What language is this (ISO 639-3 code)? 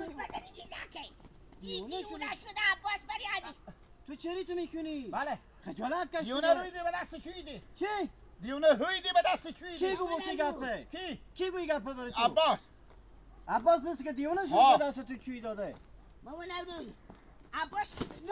haz